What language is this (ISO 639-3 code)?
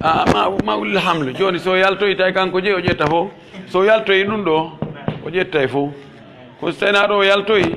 fuf